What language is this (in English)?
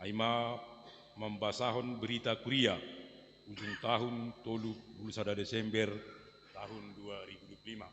Batak Simalungun